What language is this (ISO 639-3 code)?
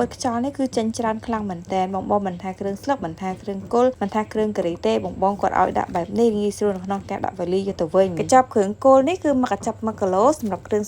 khm